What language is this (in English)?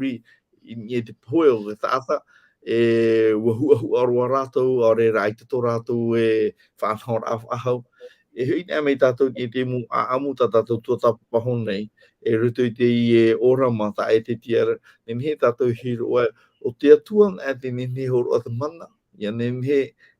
Tahitian